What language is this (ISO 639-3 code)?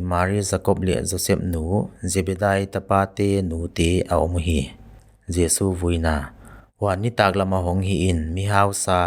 pck